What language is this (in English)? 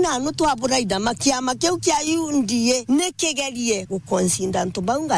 Meru